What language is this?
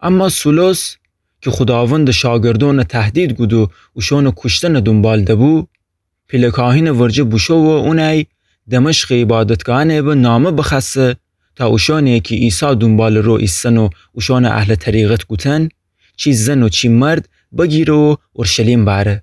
Gilaki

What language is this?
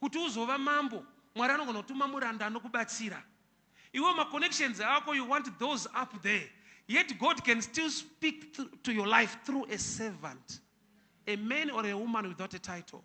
Shona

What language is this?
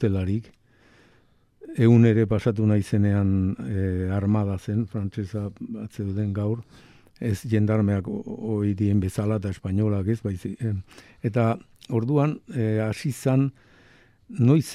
Basque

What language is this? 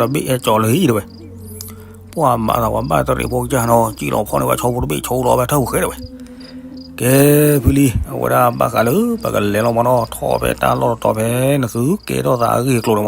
S'gaw Karen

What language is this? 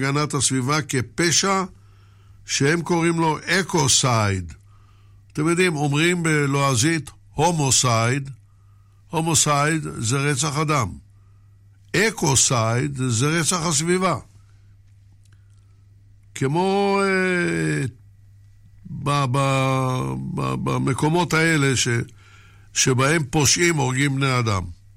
Hebrew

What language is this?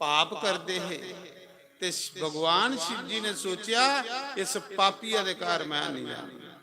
Dogri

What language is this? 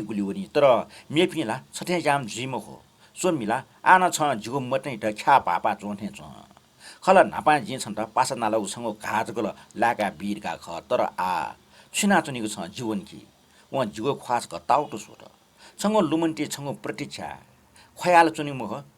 Newari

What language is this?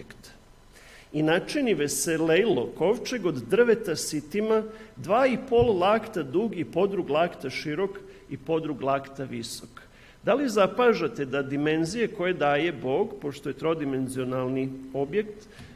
Serbian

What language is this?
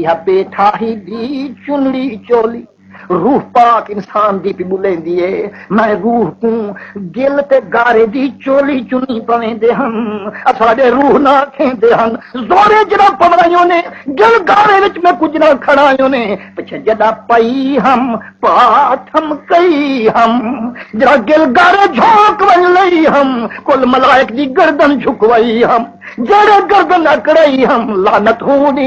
Saraiki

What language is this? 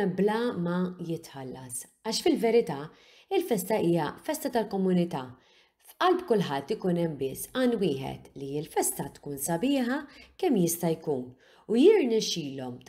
Maltese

